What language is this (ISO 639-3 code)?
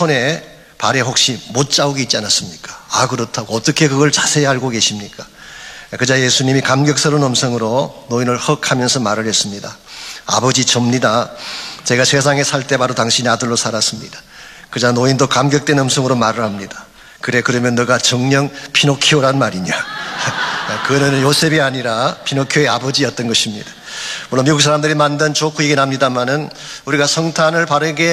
kor